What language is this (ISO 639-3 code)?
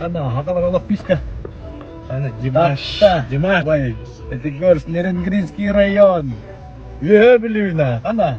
sah